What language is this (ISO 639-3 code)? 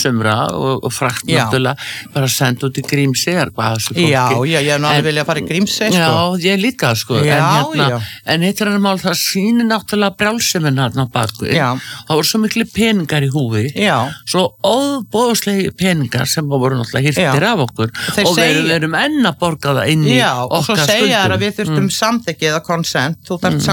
isl